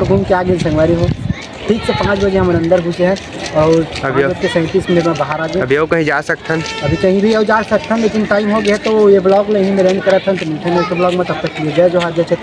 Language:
Chhattisgarhi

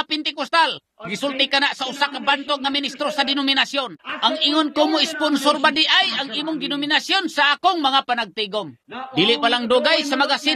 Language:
Cebuano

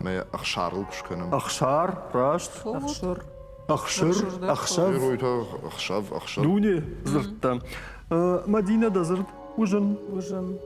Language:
Ossetic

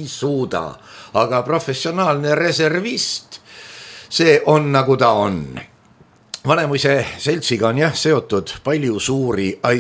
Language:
Estonian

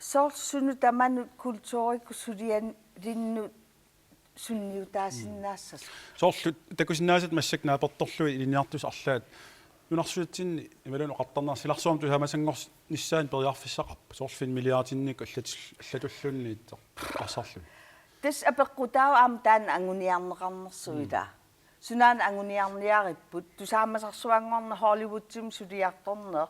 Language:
Kalaallisut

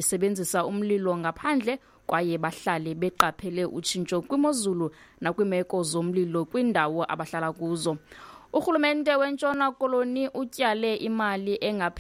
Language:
Xhosa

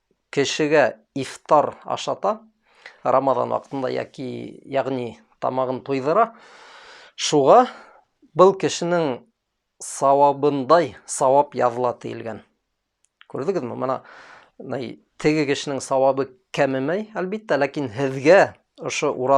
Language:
Bashkir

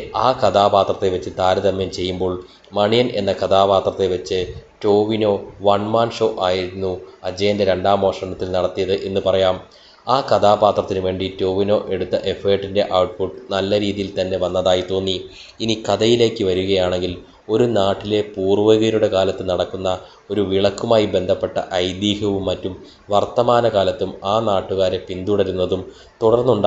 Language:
Malayalam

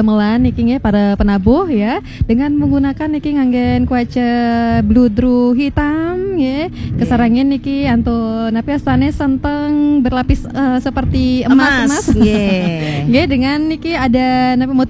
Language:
Balinese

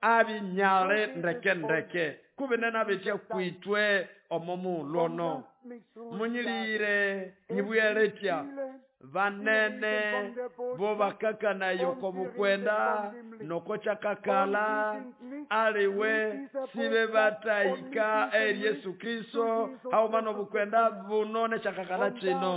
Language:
Nande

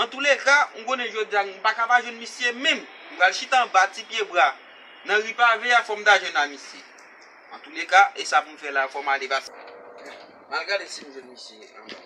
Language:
Haitian Creole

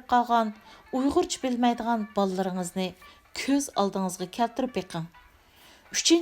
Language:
Uyghur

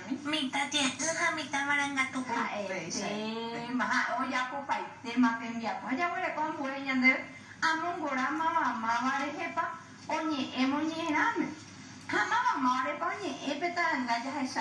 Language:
Guarani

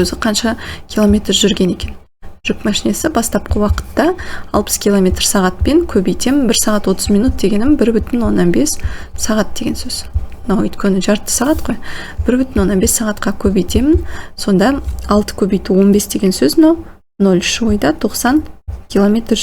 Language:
Kazakh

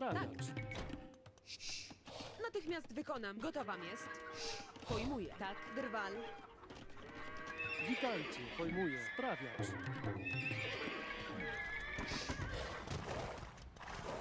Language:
Polish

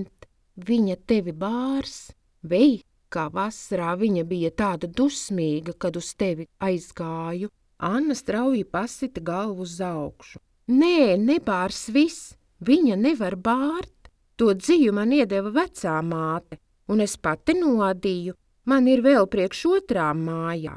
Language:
Latvian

